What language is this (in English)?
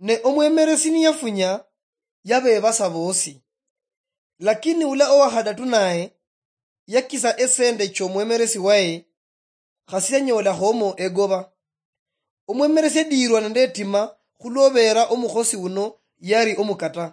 Luyia